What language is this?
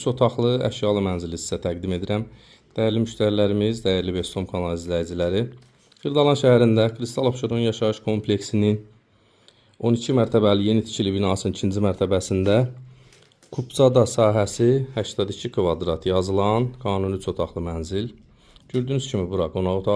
Azerbaijani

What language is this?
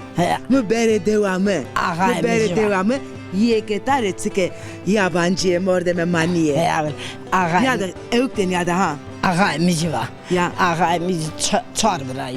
Zaza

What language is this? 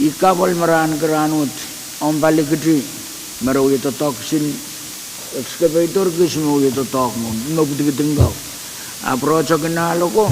Pohnpeian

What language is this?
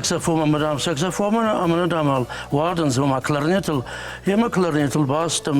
Ossetic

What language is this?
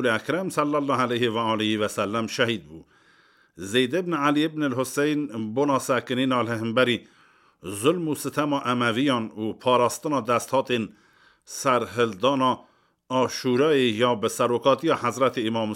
Kurdish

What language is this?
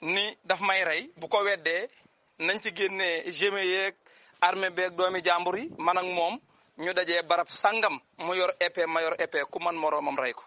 Wolof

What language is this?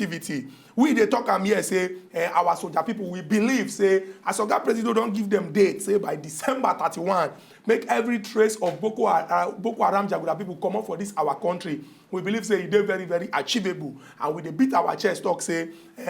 Nigerian Pidgin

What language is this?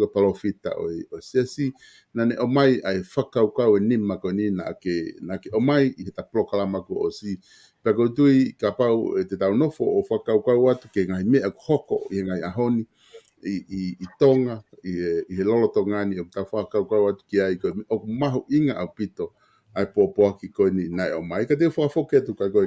Tongan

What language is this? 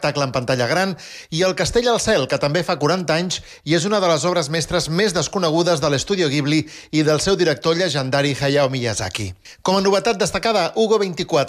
Catalan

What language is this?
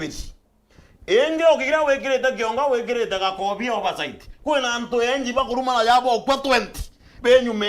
Meru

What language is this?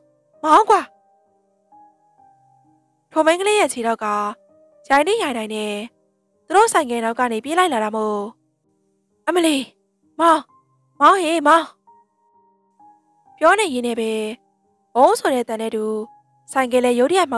Burmese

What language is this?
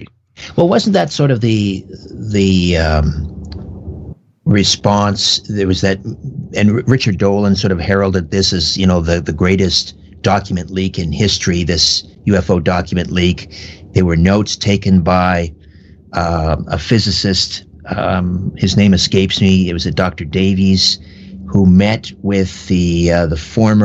English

